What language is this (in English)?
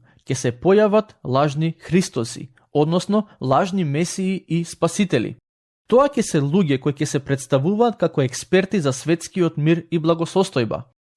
Macedonian